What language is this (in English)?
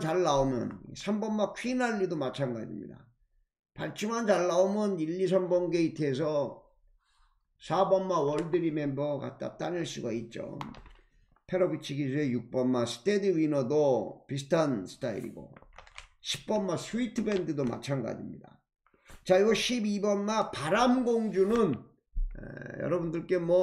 Korean